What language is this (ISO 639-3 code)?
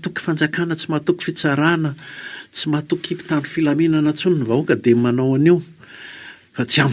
mlg